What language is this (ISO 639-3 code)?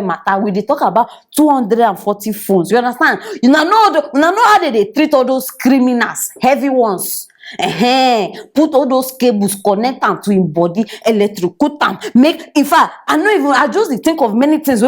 pcm